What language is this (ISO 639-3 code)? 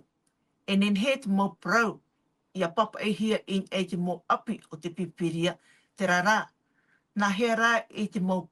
tah